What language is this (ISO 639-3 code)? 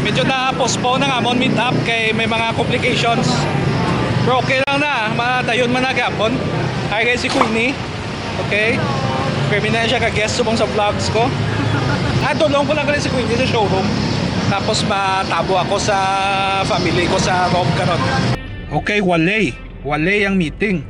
hil